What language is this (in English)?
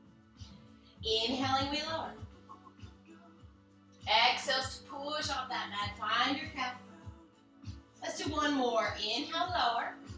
English